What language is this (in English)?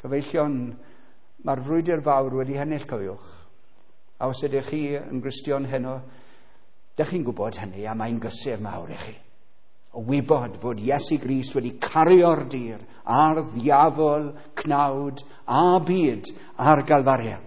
Welsh